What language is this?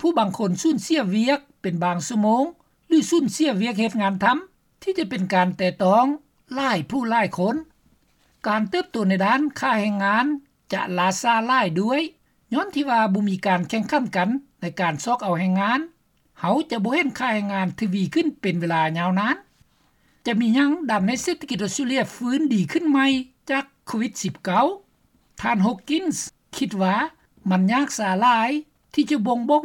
Lao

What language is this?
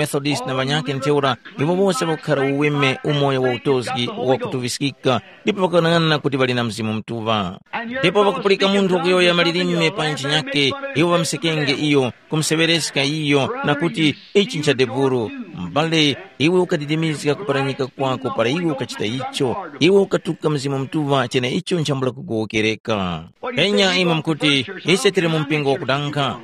Tumbuka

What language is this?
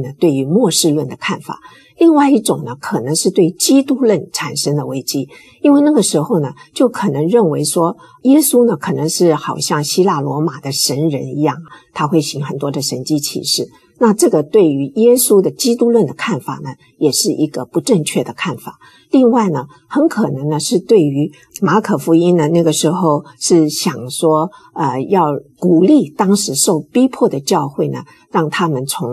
Chinese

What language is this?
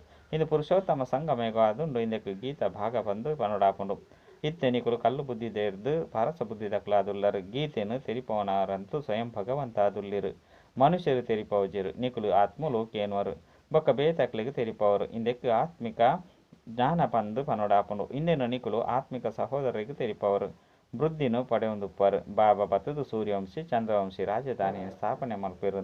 Tulu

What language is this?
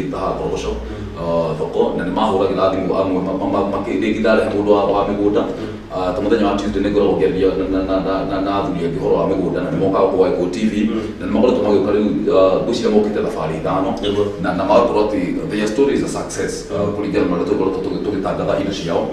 Kikuyu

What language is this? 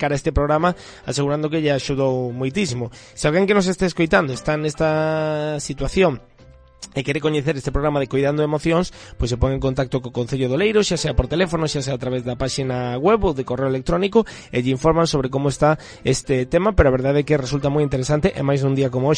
Galician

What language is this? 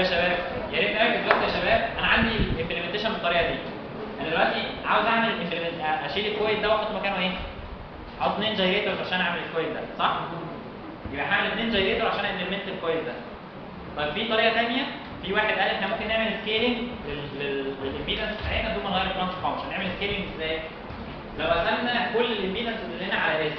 Egyptian Arabic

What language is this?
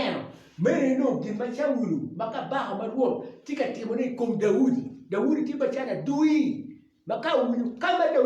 Acoli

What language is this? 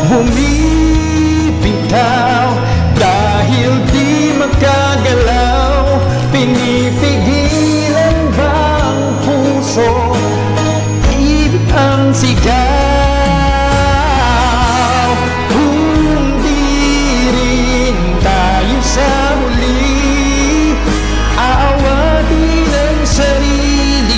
Filipino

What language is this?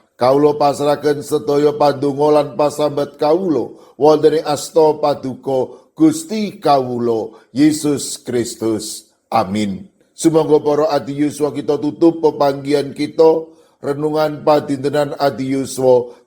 Javanese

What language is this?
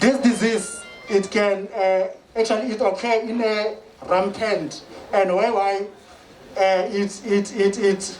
Tswana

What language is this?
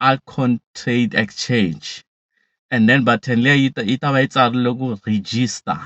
Tsonga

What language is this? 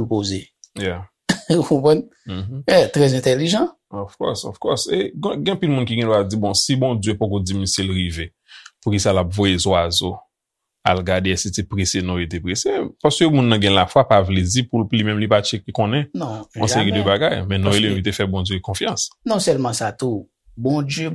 Haitian Creole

